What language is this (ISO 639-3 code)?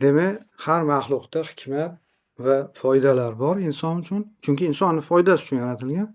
uzb